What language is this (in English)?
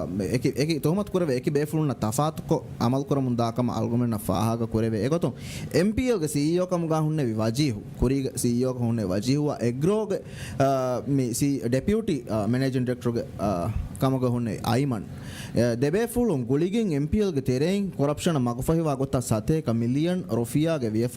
Divehi